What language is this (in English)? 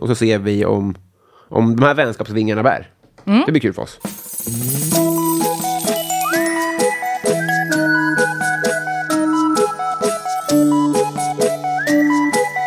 Swedish